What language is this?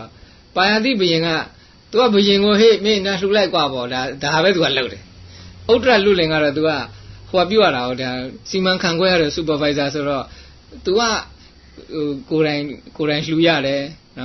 Burmese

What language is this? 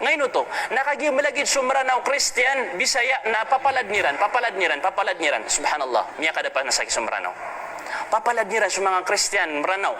Maranao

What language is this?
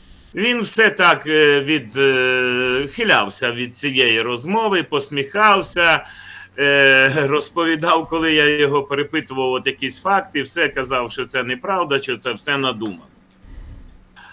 Ukrainian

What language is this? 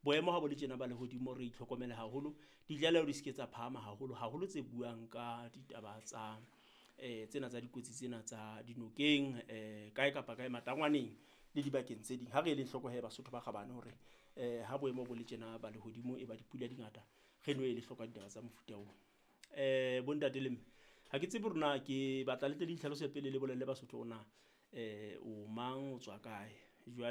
Southern Sotho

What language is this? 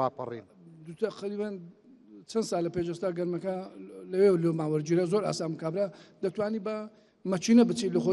Central Kurdish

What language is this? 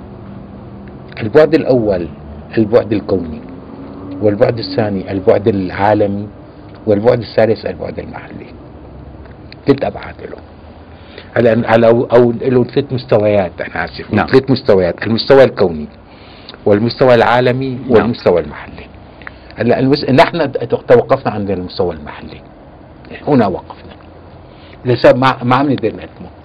Arabic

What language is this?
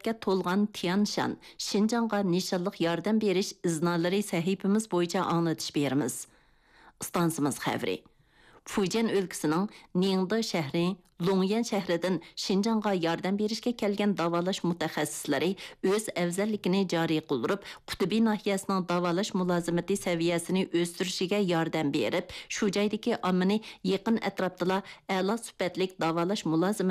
Uyghur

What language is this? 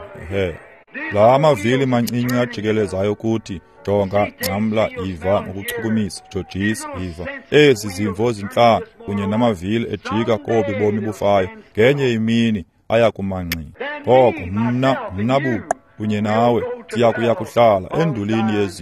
Xhosa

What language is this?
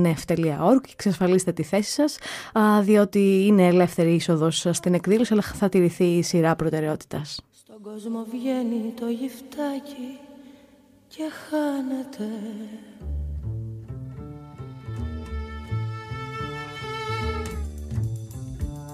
Greek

